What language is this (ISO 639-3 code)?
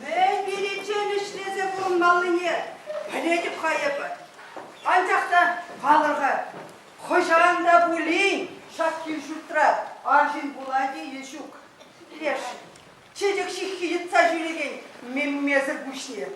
chv